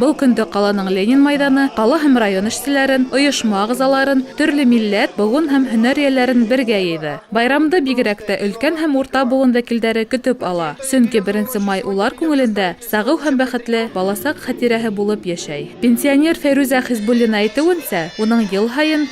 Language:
Bashkir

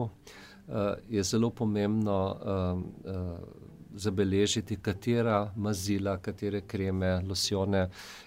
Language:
Slovenian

